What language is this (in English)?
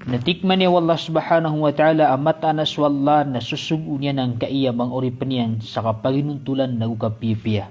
Maranao